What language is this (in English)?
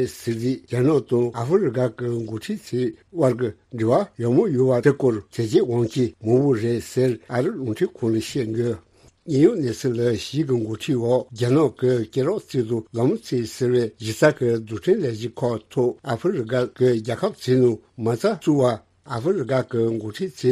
Tibetan